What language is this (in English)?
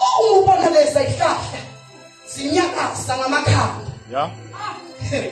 Zulu